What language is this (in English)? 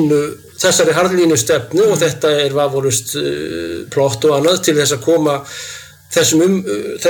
Icelandic